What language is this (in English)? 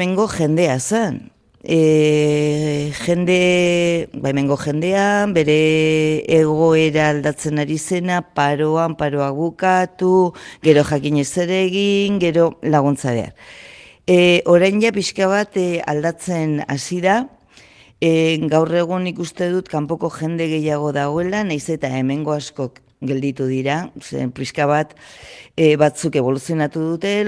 Basque